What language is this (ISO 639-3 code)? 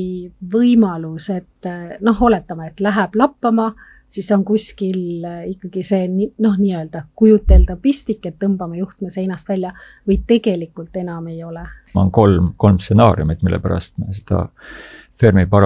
est